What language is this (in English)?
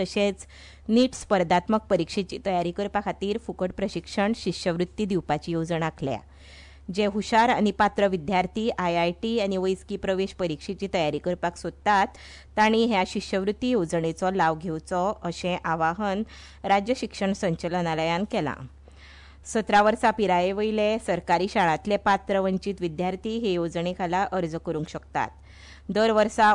Konkani